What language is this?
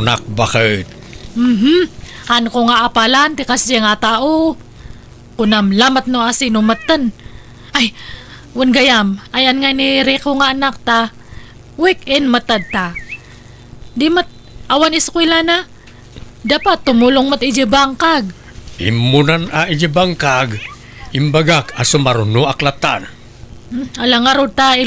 Iloko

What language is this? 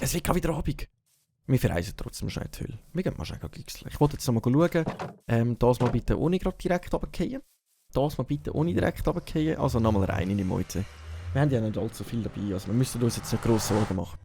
Swiss German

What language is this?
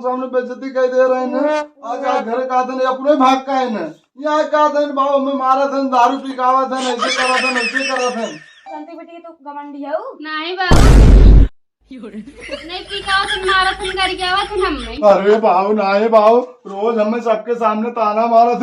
Awadhi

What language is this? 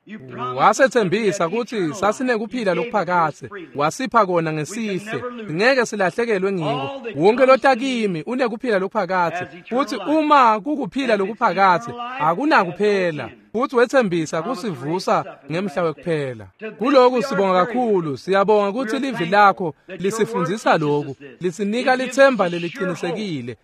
Swati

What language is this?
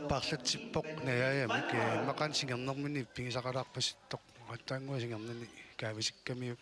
Kalaallisut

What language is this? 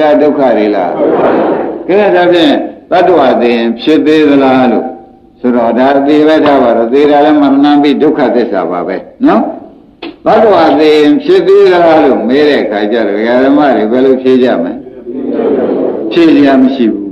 Burmese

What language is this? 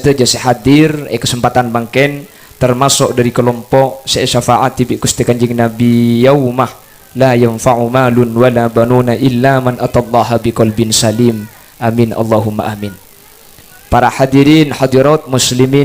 Madurese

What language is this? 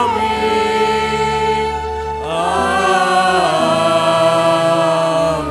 Batak Karo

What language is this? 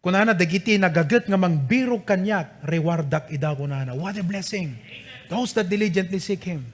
Iloko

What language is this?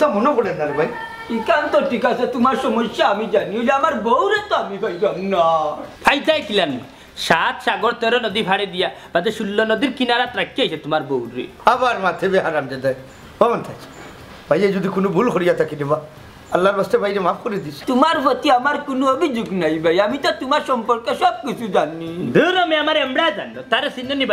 Sylheti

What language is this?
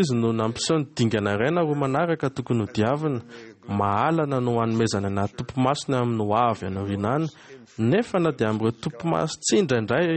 Malagasy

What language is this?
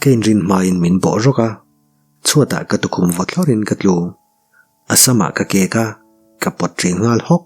Mizo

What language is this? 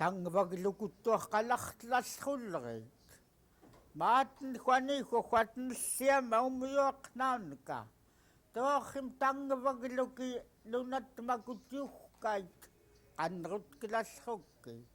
Central Yupik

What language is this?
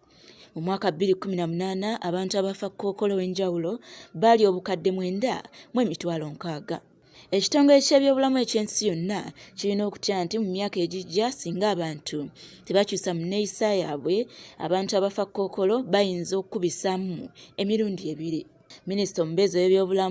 Ganda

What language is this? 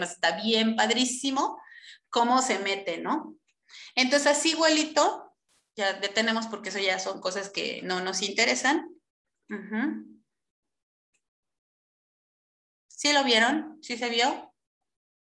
Spanish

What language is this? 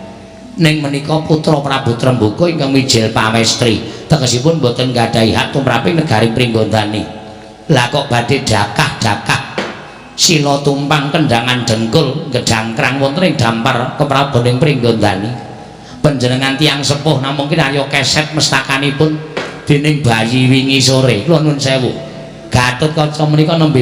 Javanese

